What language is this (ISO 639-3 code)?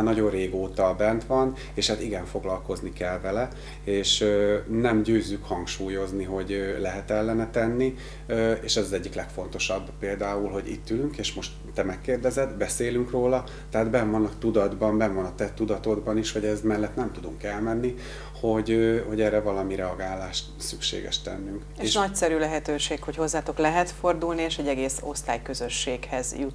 hun